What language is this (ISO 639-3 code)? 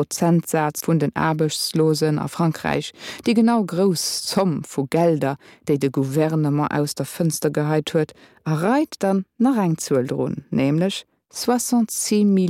ltz